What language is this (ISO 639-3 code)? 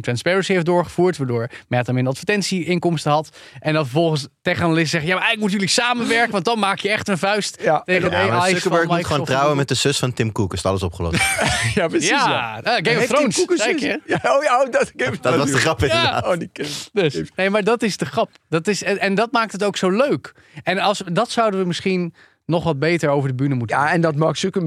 nld